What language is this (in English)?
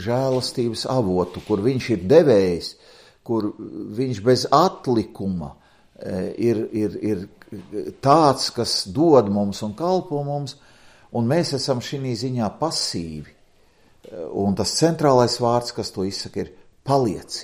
Latvian